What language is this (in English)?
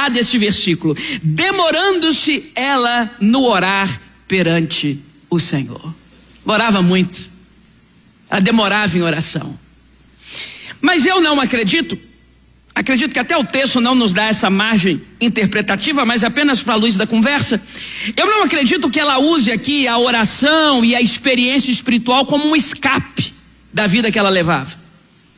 Portuguese